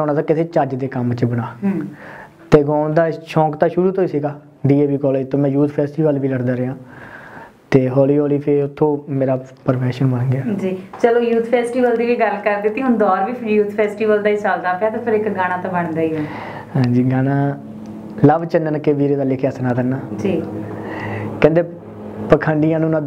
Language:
Punjabi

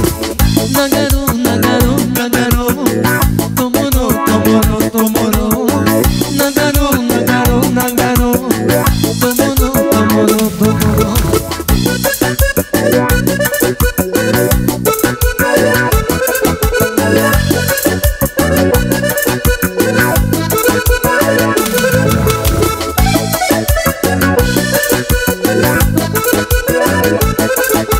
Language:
Romanian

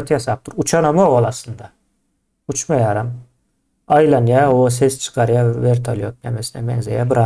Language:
Turkmen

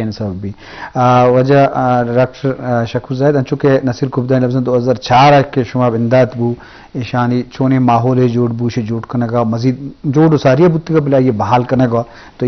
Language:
Eastern Balochi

